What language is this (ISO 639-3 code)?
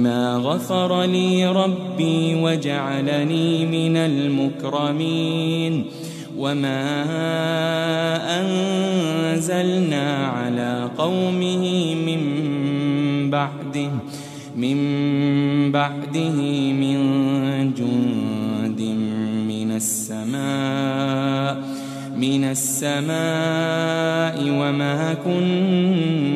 ara